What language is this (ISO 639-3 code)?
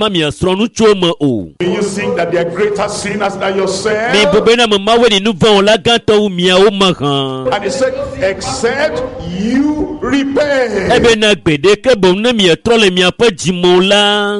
ewe